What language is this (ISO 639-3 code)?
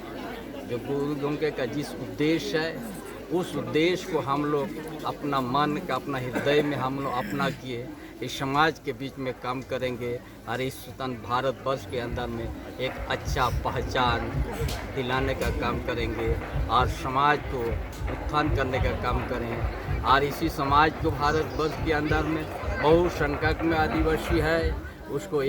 sat